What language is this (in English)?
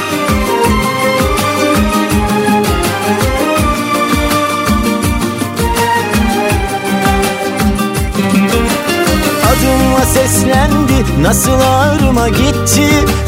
Turkish